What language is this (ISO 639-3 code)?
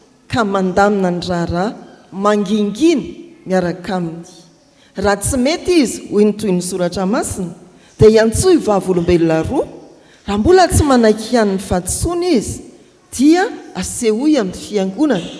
mlg